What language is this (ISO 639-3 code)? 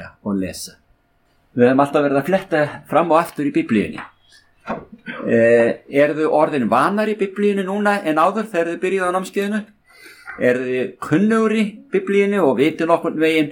isl